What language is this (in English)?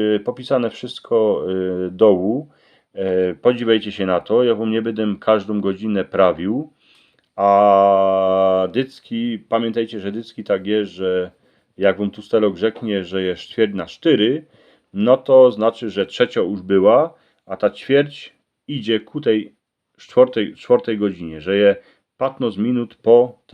Silesian